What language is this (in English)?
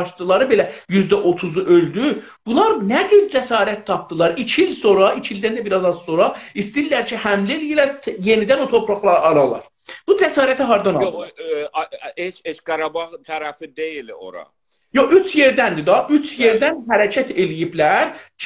South Azerbaijani